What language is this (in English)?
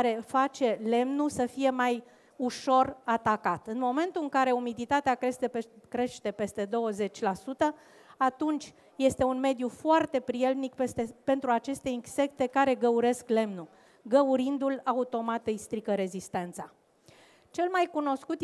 Romanian